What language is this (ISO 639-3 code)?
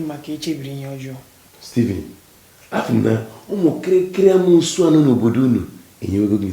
ibo